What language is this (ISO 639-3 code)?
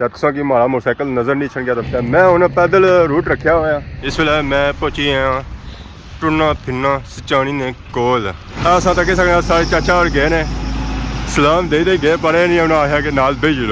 phr